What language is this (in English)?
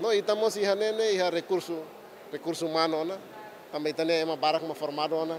Tetum